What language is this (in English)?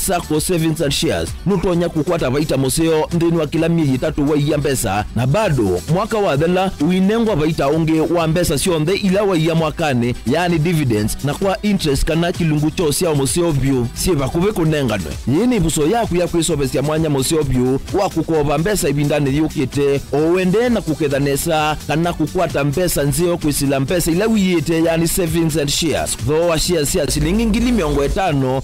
Kamba